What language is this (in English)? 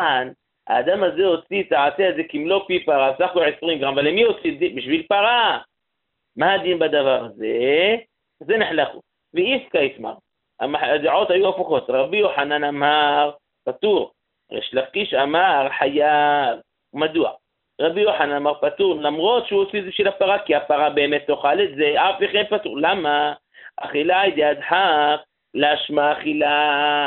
Hebrew